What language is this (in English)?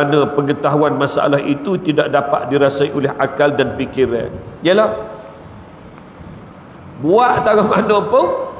Malay